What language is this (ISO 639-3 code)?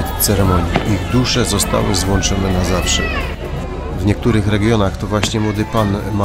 pol